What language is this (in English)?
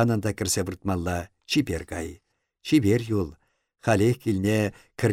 Chuvash